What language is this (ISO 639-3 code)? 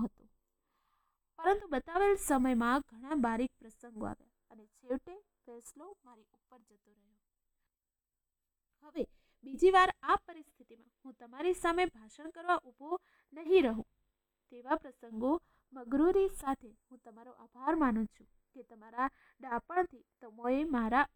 guj